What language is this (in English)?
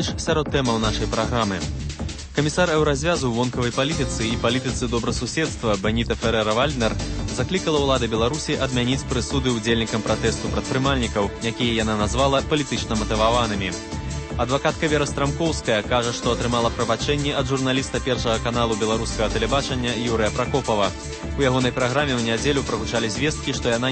Belarusian